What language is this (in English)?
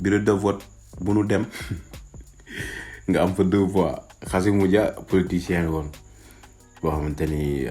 Wolof